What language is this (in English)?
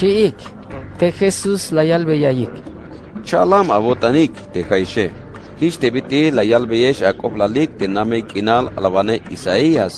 Tzeltal